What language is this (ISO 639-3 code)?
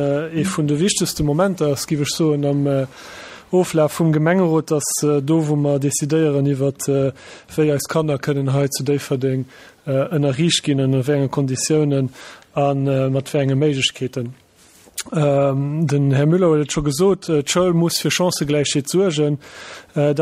ltz